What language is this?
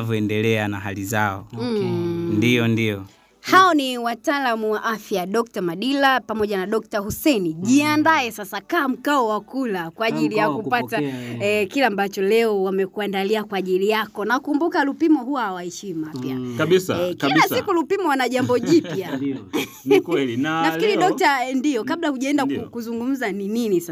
Swahili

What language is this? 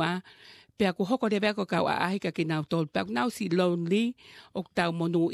Tongan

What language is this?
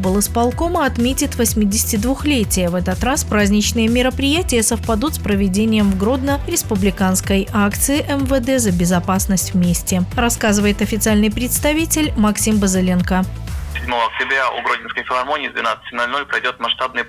Russian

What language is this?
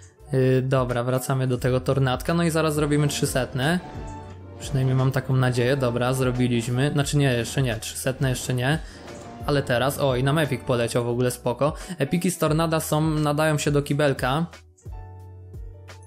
Polish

